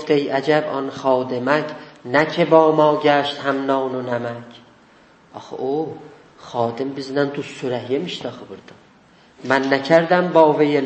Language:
South Azerbaijani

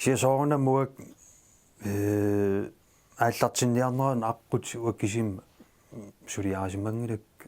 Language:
Kalaallisut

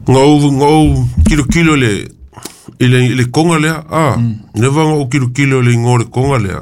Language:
Samoan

